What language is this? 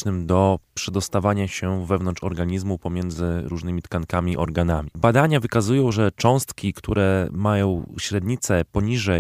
Polish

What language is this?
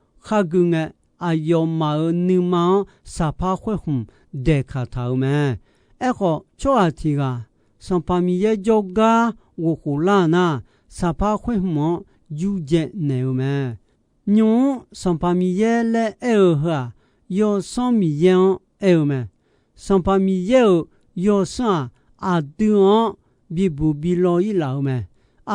Akha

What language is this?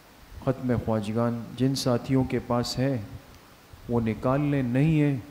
Urdu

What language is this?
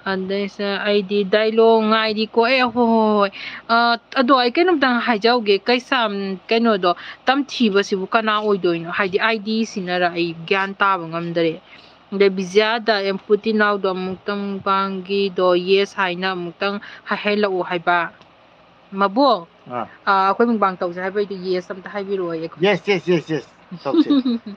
Manipuri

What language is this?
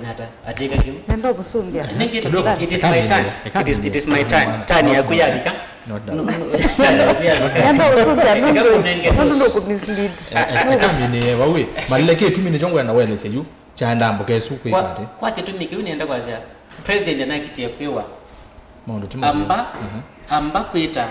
Kamba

